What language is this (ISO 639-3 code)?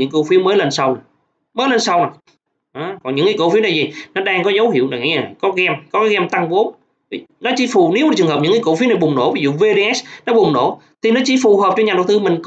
vie